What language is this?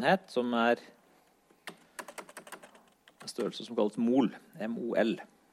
Norwegian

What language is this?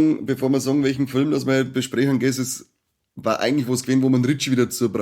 Bavarian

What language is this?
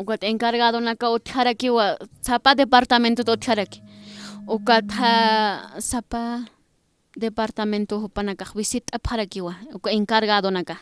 Aymara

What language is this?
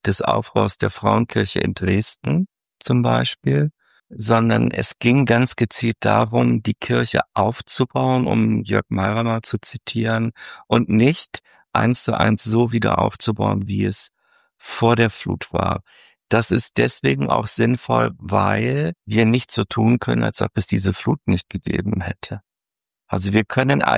German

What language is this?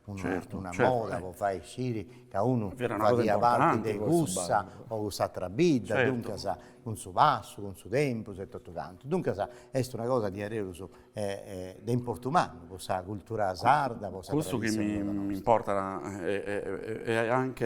Sardinian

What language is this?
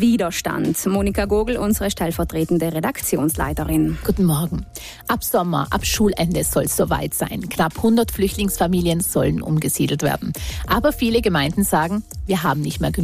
German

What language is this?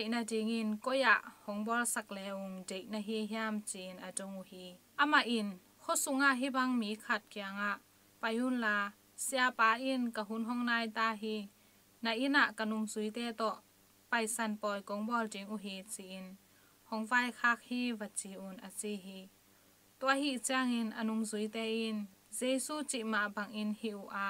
Tedim Chin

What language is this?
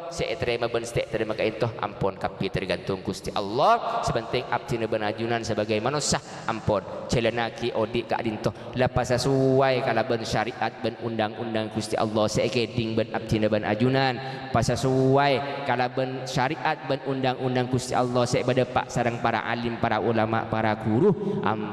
Madurese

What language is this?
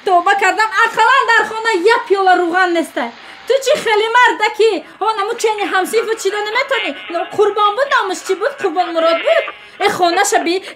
Tajik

